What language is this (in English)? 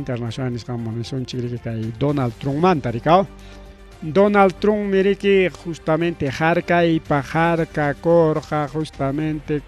Ayacucho Quechua